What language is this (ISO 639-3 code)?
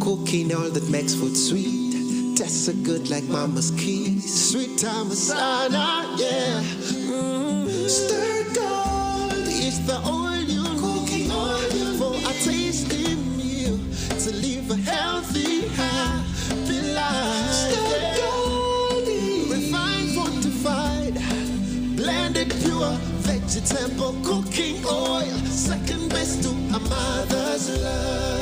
nyn